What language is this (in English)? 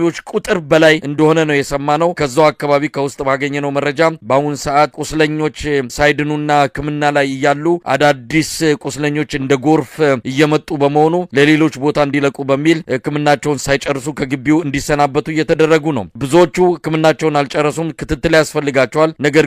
Amharic